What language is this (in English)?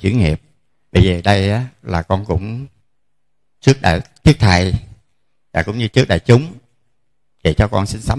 Vietnamese